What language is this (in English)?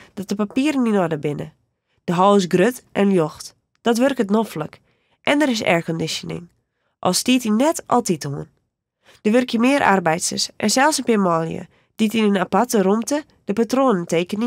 Western Frisian